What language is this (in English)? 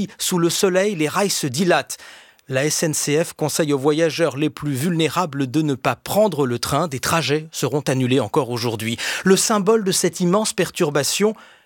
French